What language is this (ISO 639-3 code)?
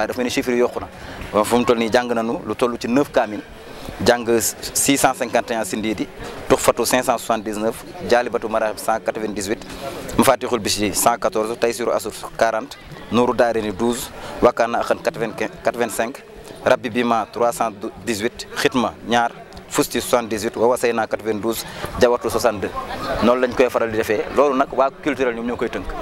wol